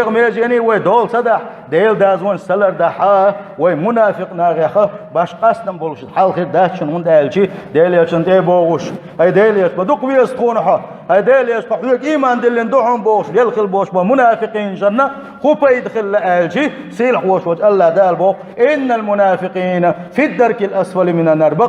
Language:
Chechen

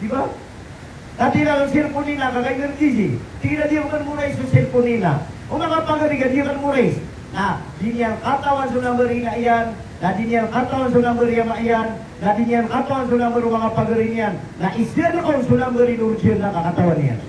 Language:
Maranao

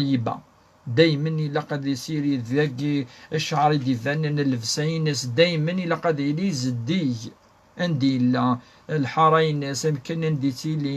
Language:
Kabyle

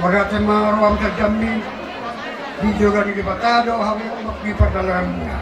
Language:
Batak Toba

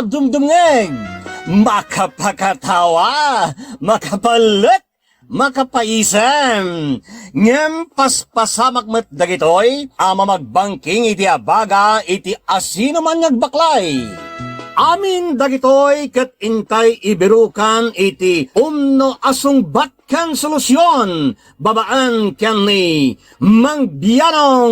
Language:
Iloko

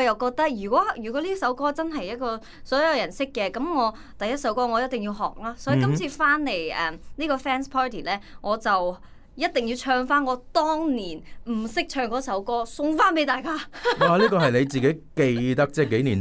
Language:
Cantonese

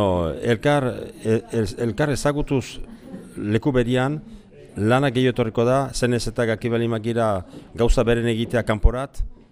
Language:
Basque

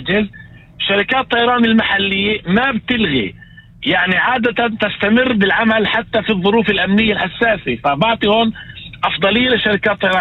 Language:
North Levantine Arabic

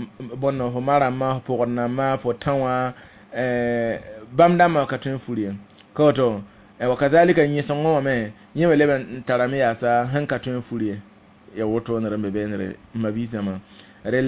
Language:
Mossi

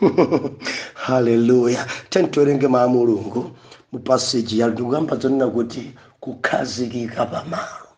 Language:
Nyanja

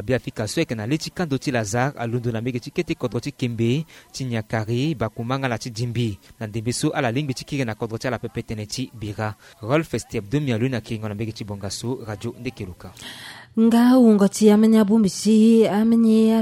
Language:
Sango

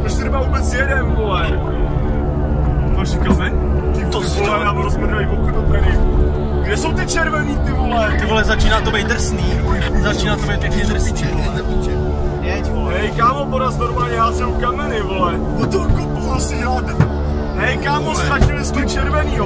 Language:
Czech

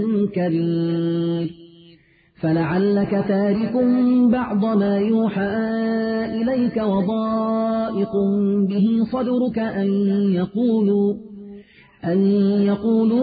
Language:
Arabic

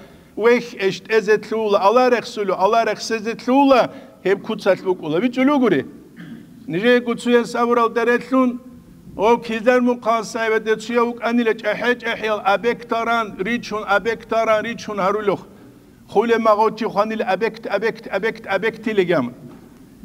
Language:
Avaric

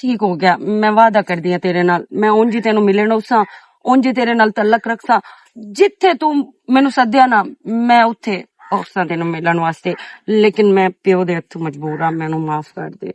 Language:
Western Panjabi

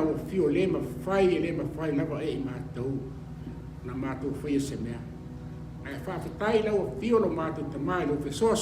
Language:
Samoan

